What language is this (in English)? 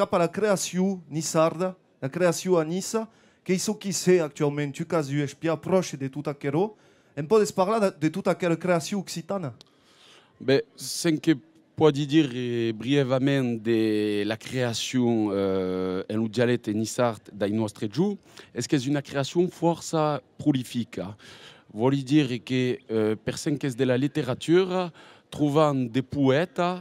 Occitan